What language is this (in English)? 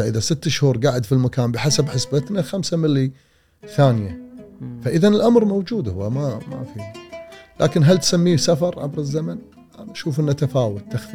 Gulf Arabic